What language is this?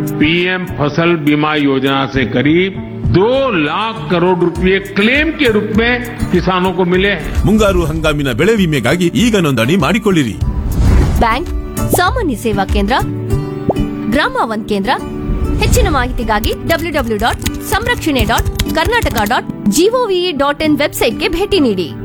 Kannada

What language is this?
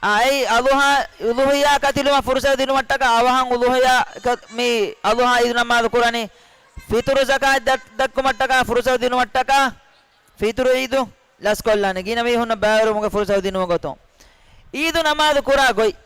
Divehi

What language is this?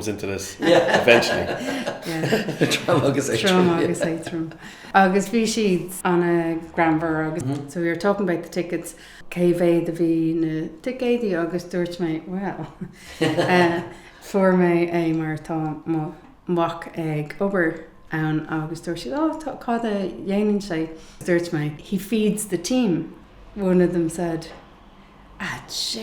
Irish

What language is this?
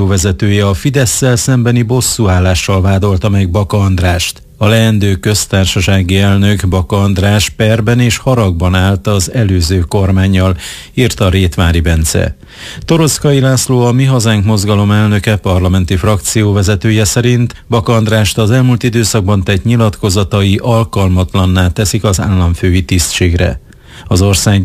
Hungarian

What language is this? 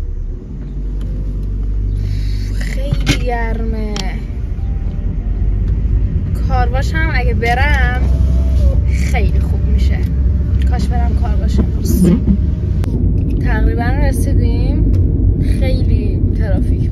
Persian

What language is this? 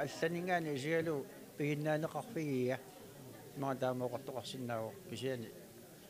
Kalaallisut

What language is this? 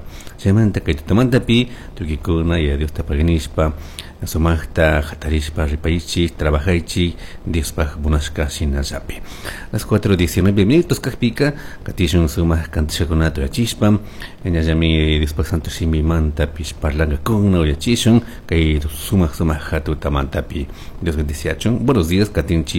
Chimborazo Highland Quichua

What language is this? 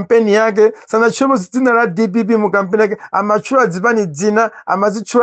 Nyanja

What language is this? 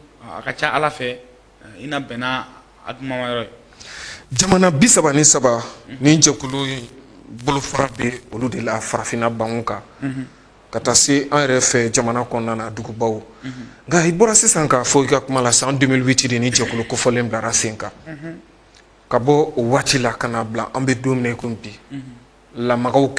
Bambara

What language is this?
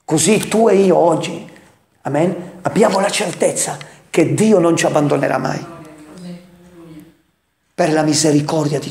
Italian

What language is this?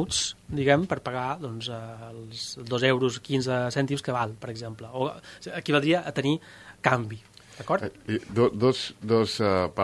Catalan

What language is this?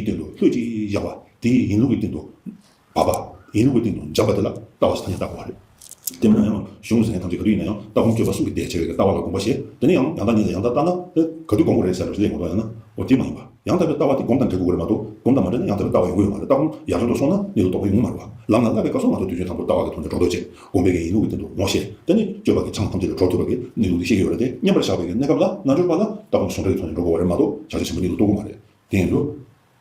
Tibetan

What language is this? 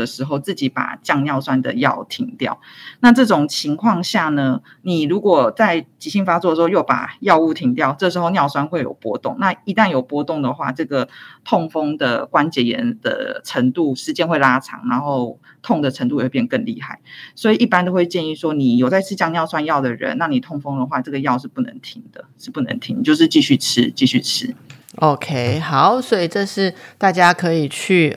Chinese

